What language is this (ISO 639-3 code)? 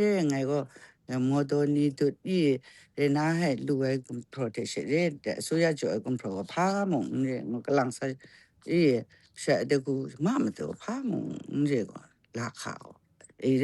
kac